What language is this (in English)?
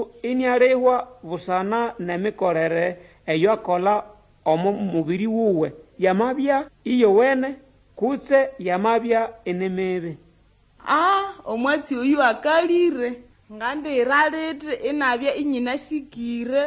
Nande